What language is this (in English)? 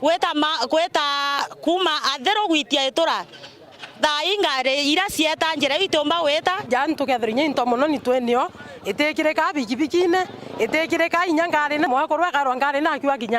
Meru